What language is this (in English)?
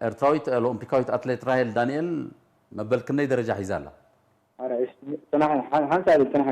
Tigrinya